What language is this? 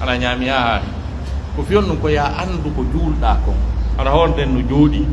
Pular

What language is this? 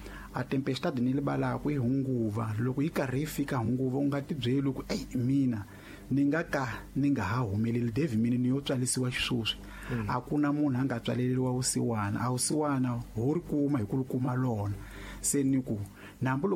Tsonga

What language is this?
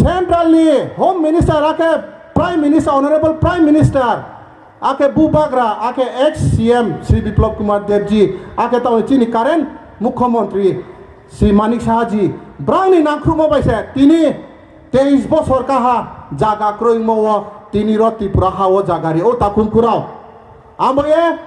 Riang (India)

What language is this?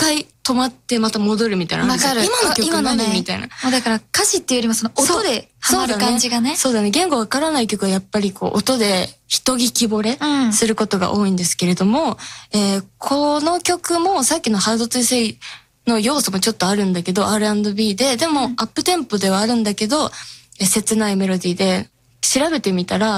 Japanese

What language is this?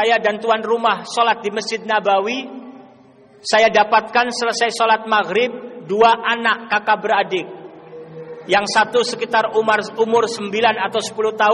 Indonesian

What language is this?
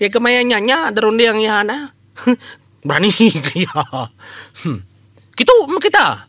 Iban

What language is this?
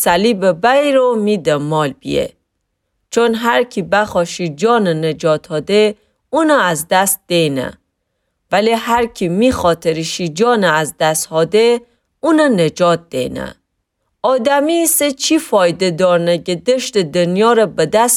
Gilaki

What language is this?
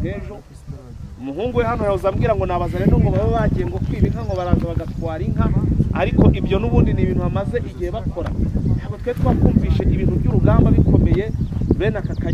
Kinyarwanda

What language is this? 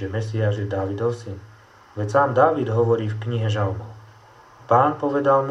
Slovak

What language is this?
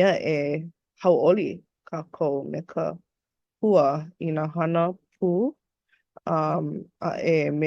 Hawaiian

